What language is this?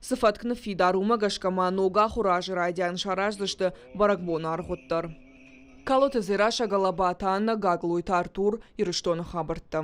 Ossetic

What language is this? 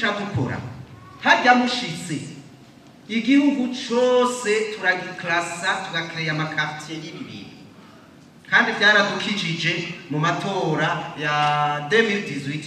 Rundi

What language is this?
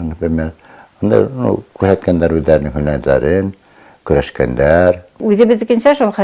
Bashkir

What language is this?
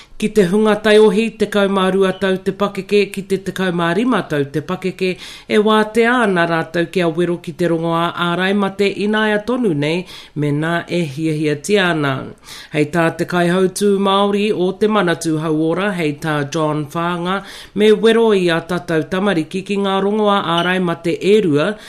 Māori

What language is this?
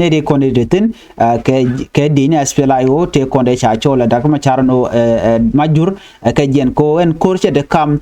Nuer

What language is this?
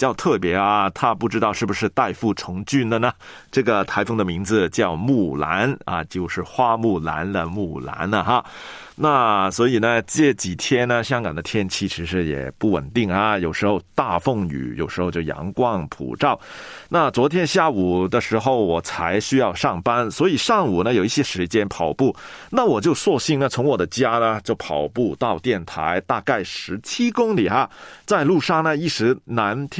Chinese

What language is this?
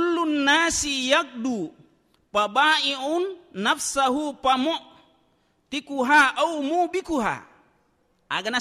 Buginese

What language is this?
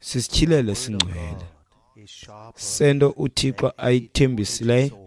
Xhosa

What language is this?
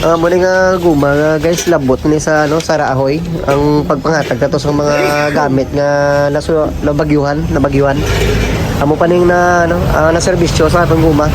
Hiligaynon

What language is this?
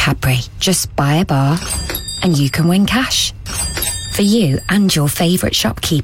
English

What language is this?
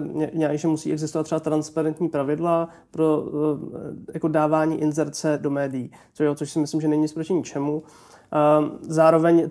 Czech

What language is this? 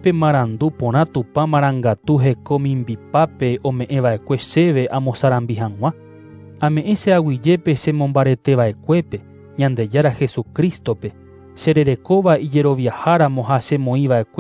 Guarani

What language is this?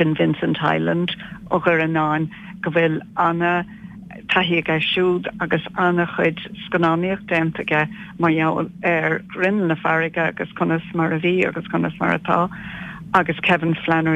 Irish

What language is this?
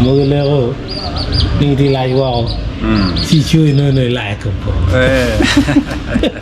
Acoli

